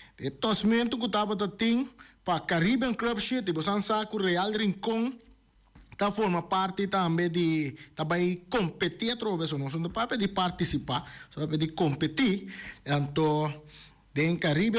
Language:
Papiamento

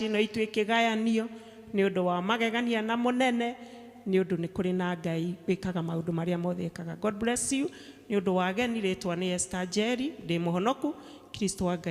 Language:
Kikuyu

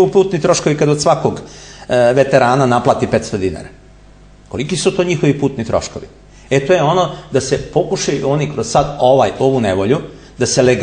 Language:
Serbian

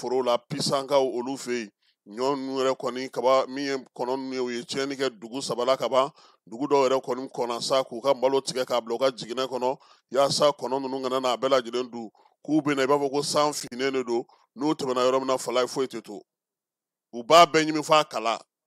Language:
Bambara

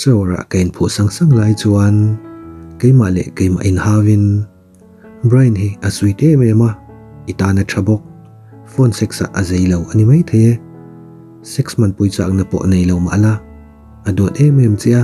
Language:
Mizo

